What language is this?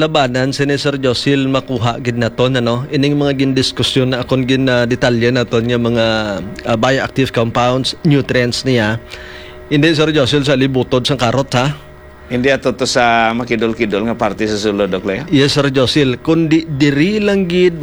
Hiligaynon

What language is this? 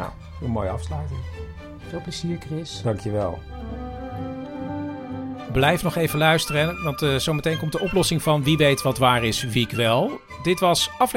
Dutch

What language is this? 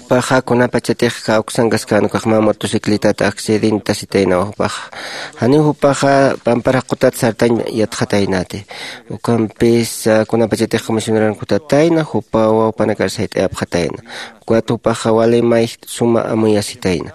Aymara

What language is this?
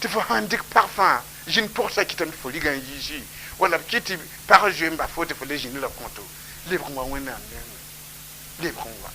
Mossi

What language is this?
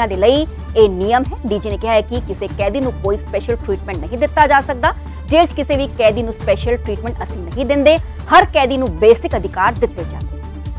Punjabi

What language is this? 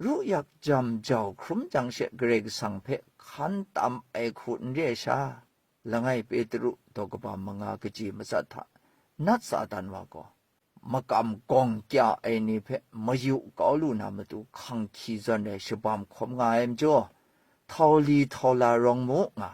Kachin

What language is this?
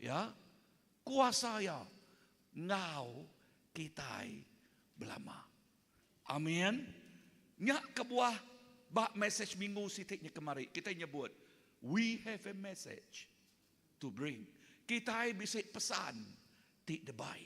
Iban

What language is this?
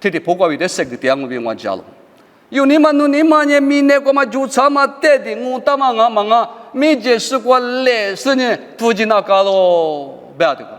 Lisu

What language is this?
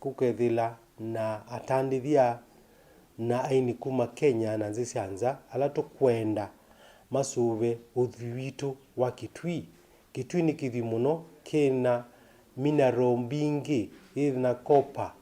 Kamba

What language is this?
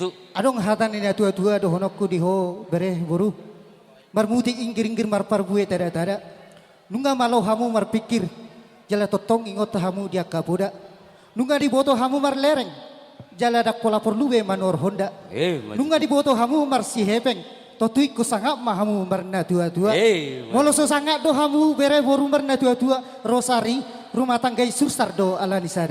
Batak Toba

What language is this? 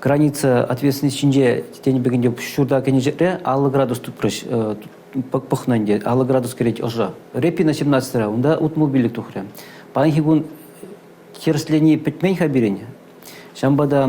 Chuvash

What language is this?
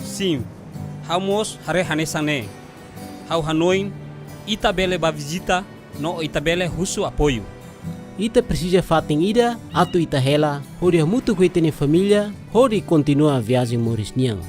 Tetum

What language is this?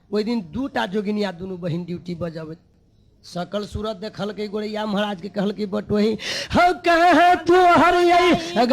Maithili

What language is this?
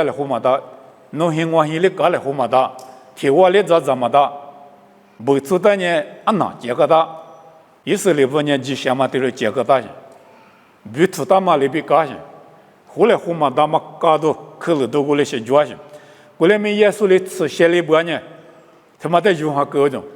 Lisu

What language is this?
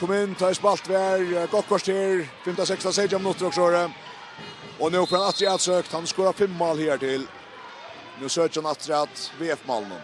Faroese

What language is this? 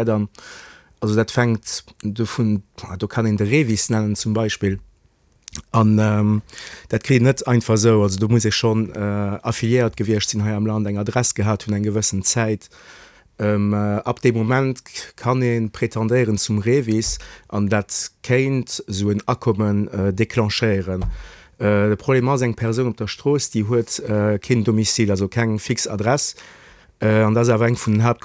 Luxembourgish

